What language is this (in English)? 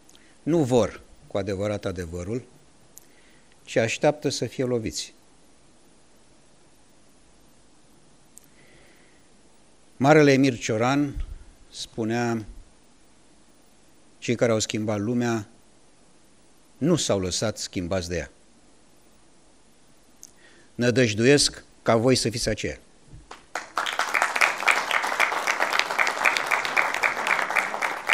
Romanian